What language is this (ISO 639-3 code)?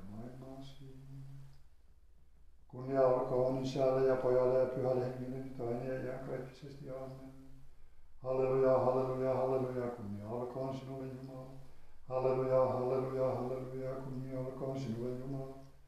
fin